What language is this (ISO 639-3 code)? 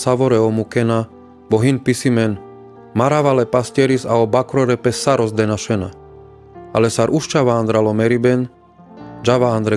rmc